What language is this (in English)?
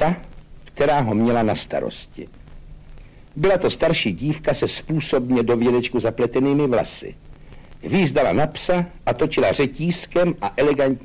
Czech